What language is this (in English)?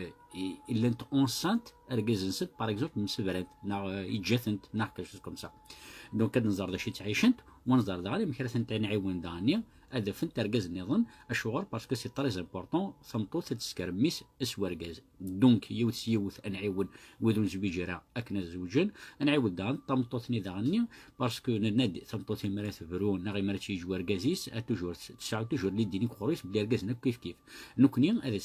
Kabyle